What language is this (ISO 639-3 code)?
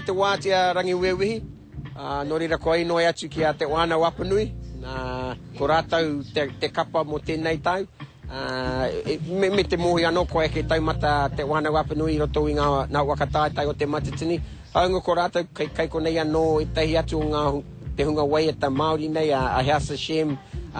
mri